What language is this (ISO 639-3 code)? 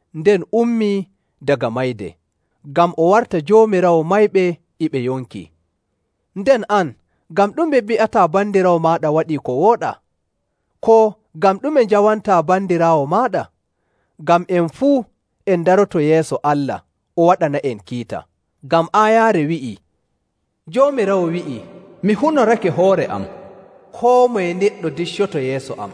fuv